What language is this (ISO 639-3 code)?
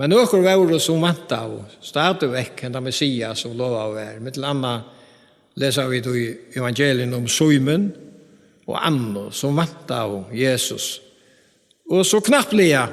fao